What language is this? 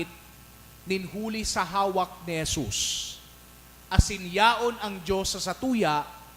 Bikol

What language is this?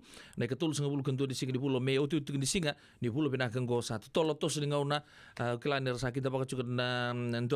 Fijian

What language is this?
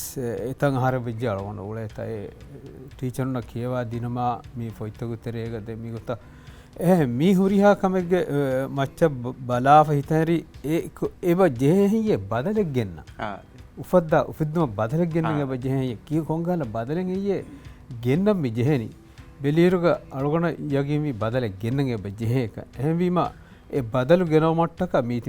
Divehi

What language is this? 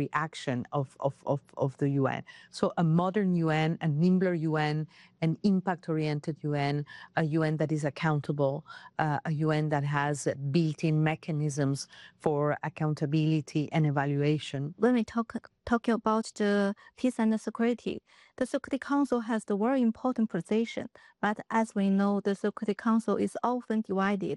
English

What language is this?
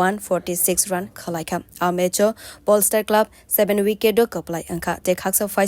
Kok Borok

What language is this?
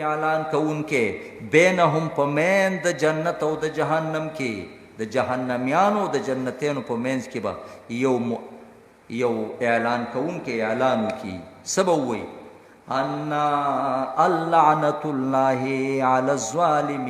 Pashto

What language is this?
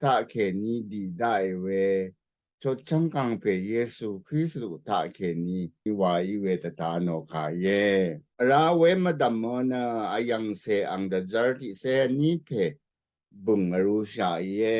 Rawang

